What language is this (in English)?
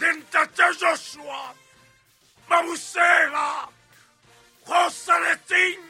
Southern Sotho